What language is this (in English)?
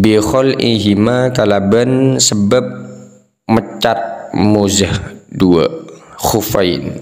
Madurese